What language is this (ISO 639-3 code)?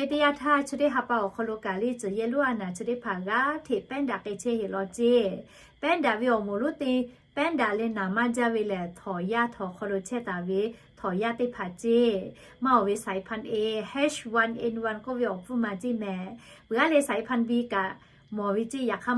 lhu